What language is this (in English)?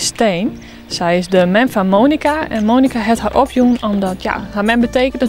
Western Frisian